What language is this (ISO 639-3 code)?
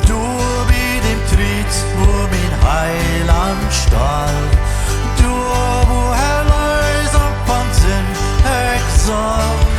pdt